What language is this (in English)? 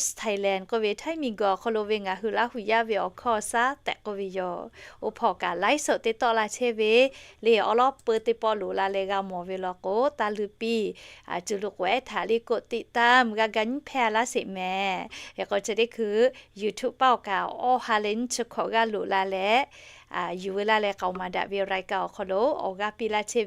Lahu